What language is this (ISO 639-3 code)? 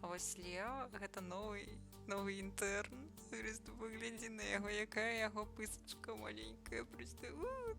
bel